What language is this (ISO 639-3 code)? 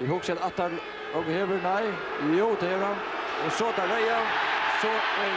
fao